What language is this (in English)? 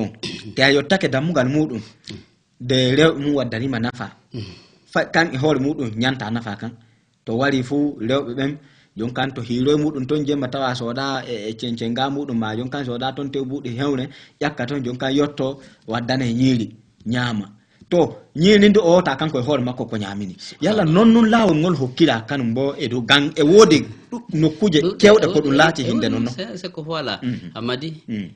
Fula